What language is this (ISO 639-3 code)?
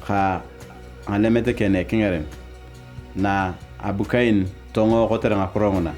tuv